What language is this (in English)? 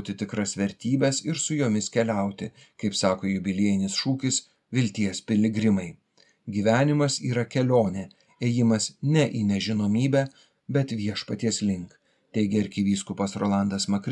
Lithuanian